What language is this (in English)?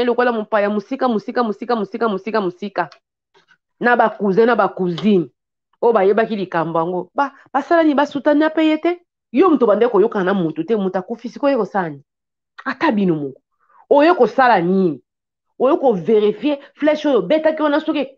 Lingala